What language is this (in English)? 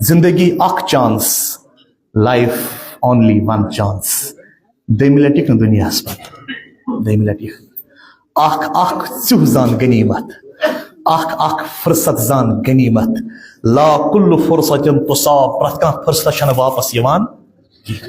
Kashmiri